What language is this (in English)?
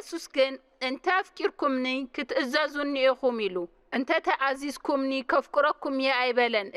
Tigrinya